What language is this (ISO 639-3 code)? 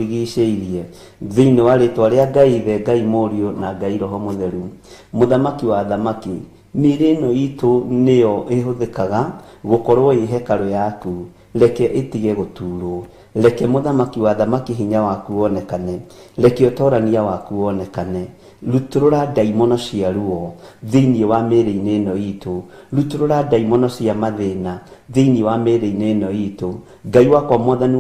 kik